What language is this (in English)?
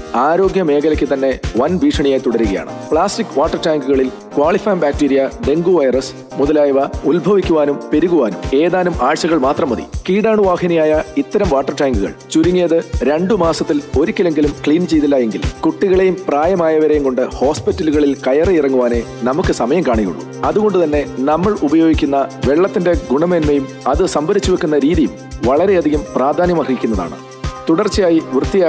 Malayalam